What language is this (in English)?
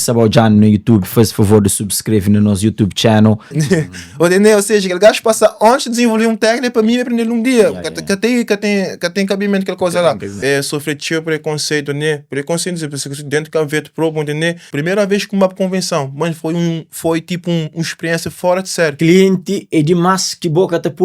Kabuverdianu